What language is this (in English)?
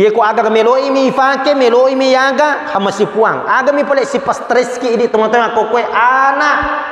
Buginese